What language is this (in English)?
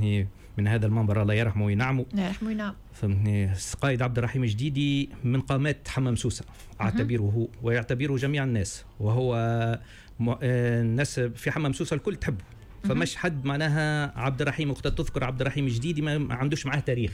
Tunisian Arabic